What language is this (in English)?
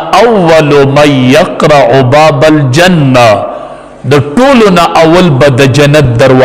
Pashto